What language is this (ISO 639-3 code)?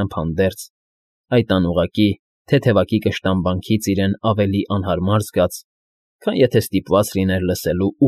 hye